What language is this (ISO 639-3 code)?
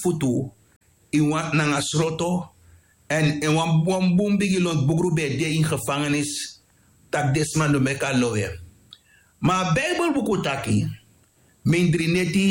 srn